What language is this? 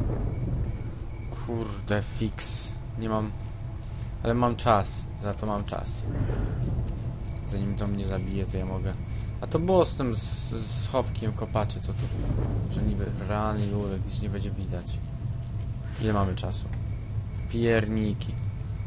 Polish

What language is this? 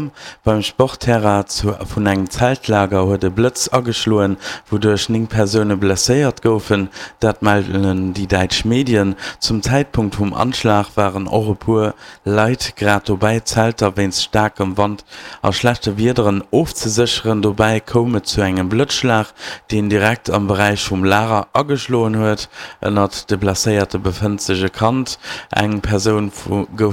Luxembourgish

